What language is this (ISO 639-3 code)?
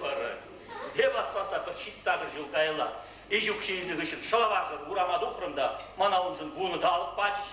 chv